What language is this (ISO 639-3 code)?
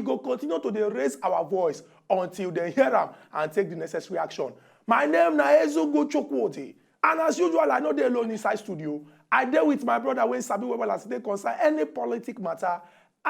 pcm